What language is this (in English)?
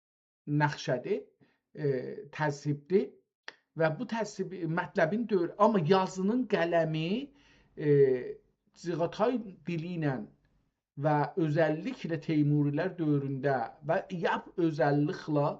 South Azerbaijani